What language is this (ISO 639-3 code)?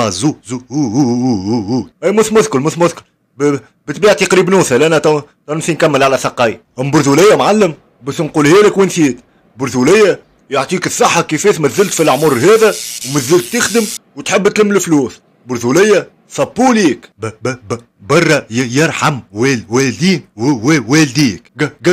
aeb